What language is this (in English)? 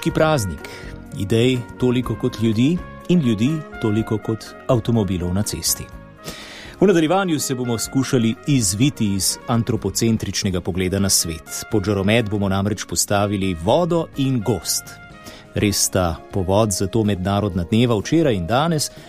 Slovenian